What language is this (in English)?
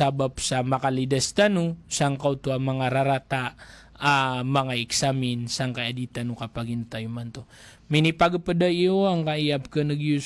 Maranao